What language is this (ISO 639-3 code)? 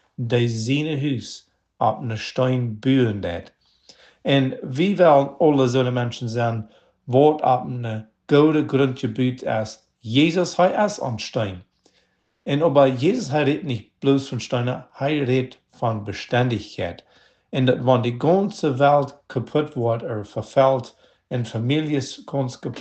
pdt